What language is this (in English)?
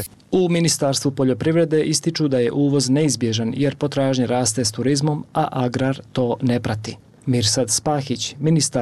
Bosnian